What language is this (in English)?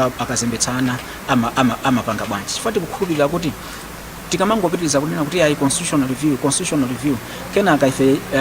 Nyanja